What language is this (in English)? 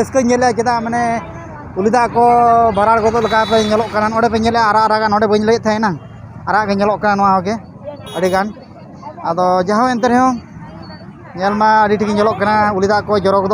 Santali